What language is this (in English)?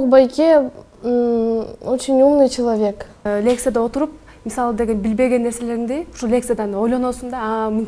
Kyrgyz